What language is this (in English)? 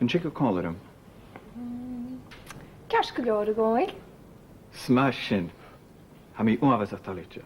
Scottish Gaelic